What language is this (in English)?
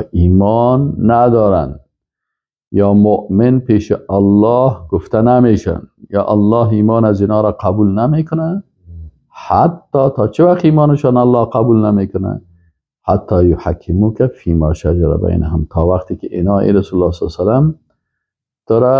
Persian